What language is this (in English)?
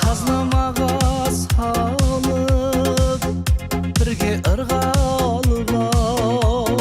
Kara-Kalpak